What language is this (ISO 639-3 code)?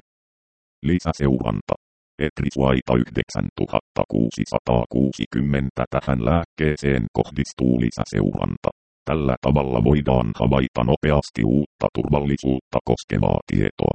fin